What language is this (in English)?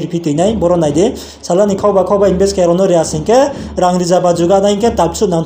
Riang (India)